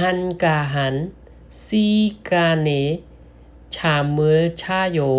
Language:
Khmer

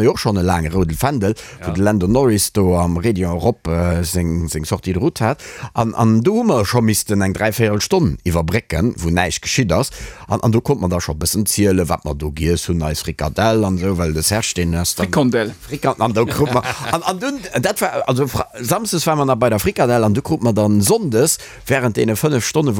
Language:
Luxembourgish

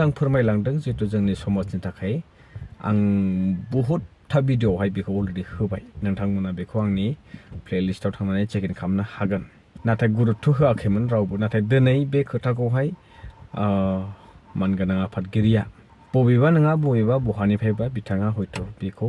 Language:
Bodo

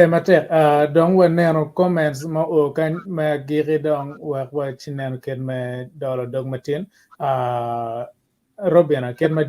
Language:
Acoli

